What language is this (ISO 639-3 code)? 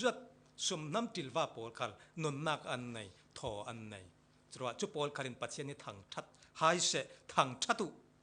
cfm